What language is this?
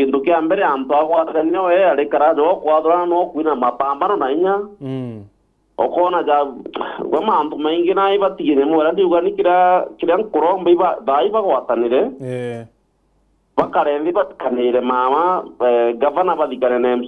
Meru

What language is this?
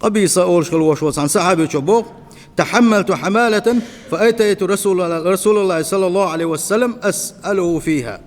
Chechen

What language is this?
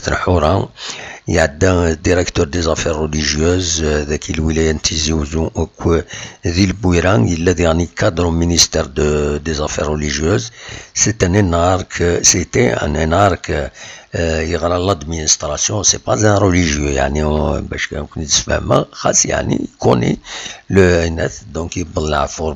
Kabyle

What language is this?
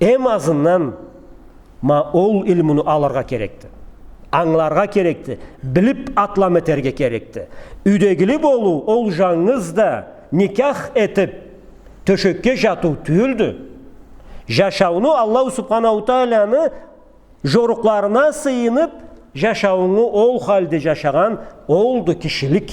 Karachay-Balkar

